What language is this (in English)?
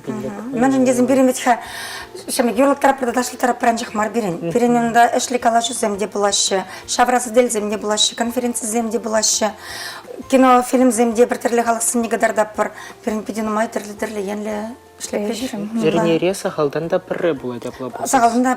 Chuvash